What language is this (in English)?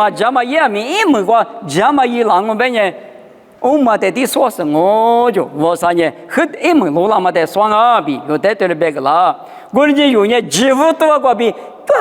Lisu